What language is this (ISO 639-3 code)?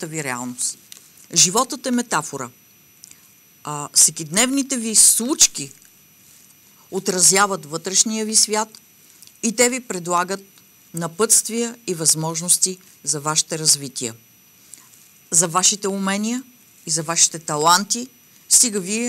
bul